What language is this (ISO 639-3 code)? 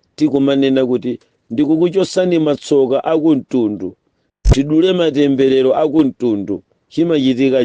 nya